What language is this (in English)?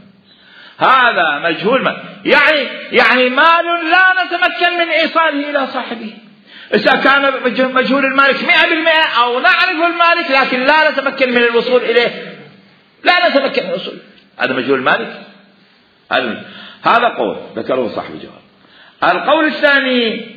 Mesopotamian Arabic